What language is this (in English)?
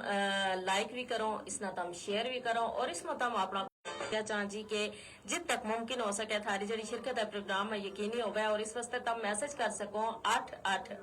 Gujari